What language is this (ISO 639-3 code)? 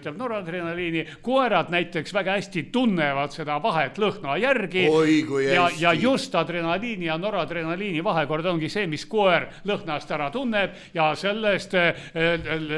est